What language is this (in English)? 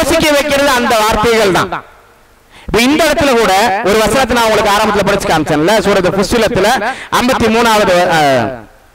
Tamil